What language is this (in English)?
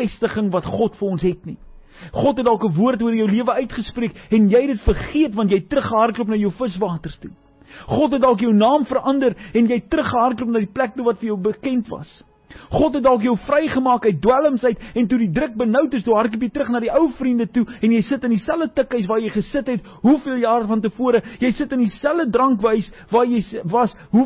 Afrikaans